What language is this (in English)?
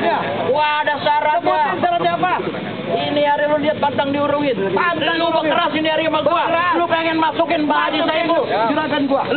Betawi